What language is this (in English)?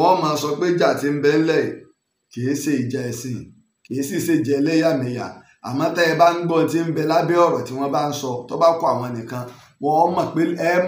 Yoruba